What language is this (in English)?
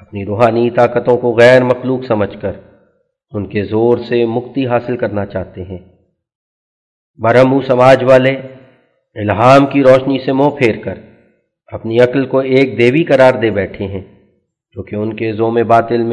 Urdu